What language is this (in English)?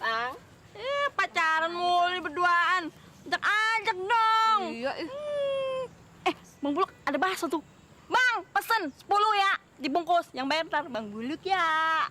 Betawi